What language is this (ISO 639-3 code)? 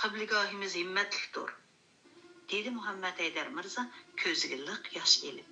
uig